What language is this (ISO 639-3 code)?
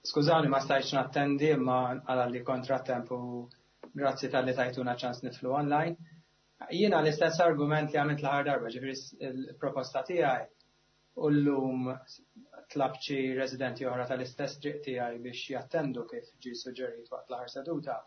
mlt